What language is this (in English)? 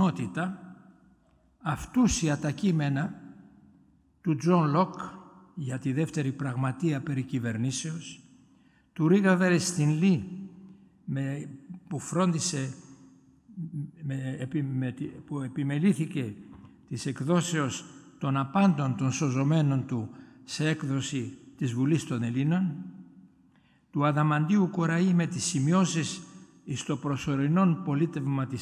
Greek